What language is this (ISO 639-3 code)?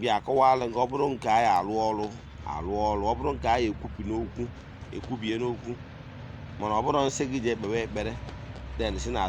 ibo